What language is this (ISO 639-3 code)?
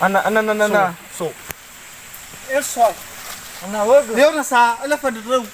nia